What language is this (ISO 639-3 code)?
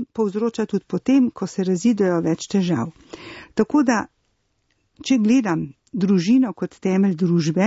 slv